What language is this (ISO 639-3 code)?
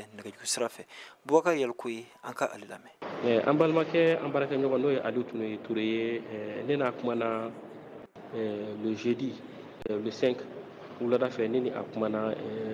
bam